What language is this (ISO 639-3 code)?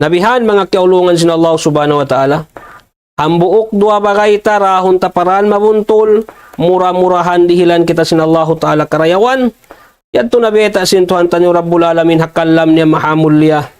tsg